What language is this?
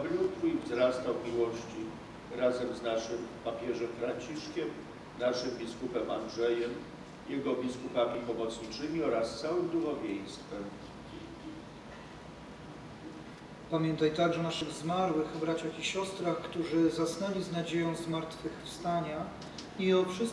Polish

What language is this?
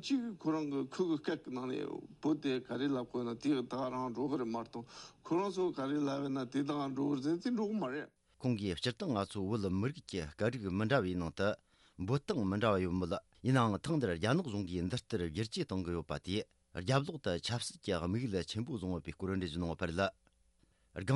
Tibetan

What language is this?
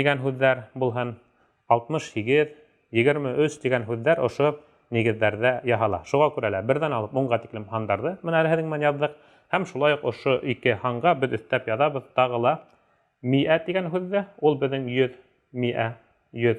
Bashkir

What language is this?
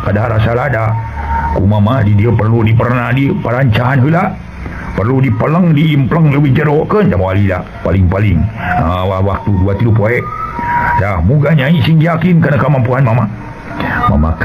Sundanese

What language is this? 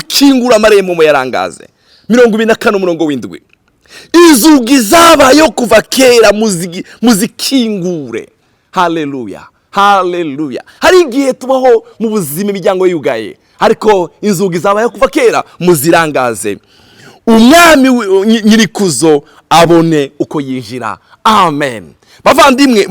Rundi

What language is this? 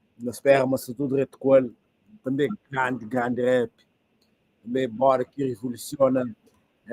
Kabuverdianu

